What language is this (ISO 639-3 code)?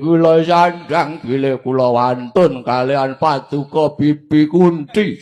jav